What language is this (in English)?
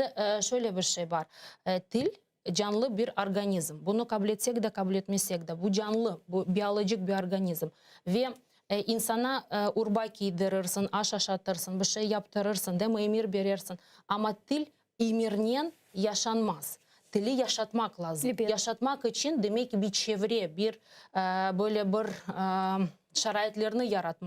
Crimean Tatar